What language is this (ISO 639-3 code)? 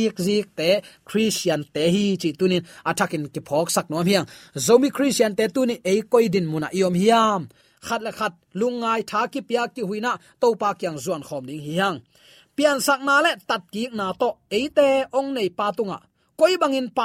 ctd